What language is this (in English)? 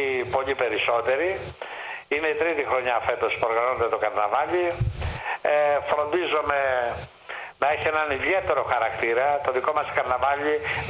Greek